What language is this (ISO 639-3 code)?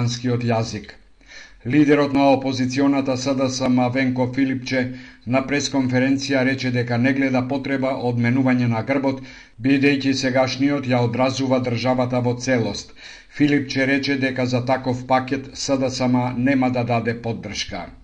mkd